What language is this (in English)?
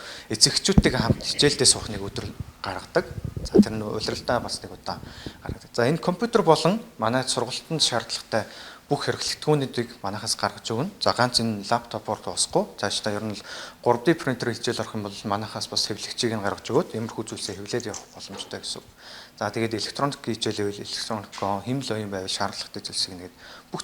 Mongolian